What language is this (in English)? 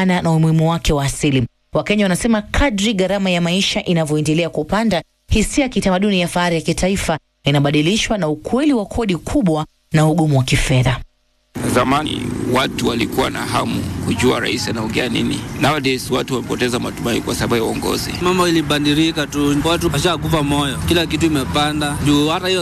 Swahili